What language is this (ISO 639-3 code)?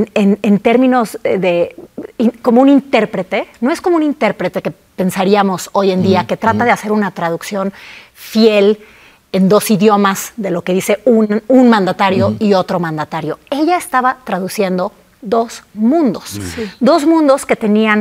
spa